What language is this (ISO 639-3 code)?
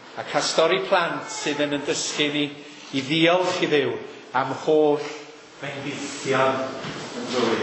cym